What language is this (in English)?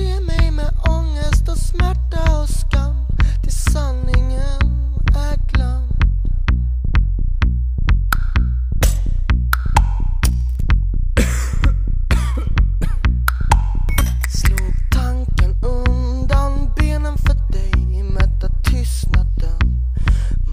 Swedish